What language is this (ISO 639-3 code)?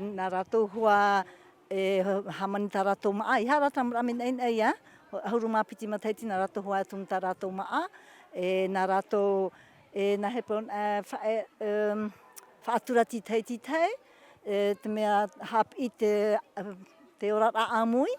tah